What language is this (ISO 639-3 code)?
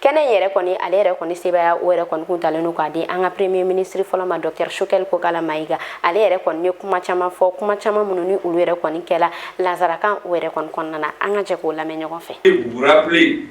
bam